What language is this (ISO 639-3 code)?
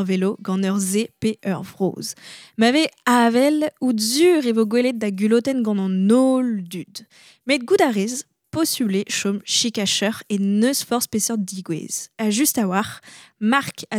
bre